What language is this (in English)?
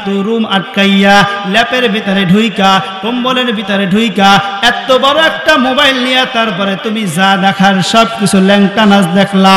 Bangla